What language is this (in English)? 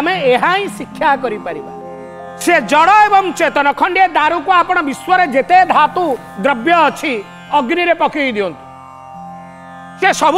Odia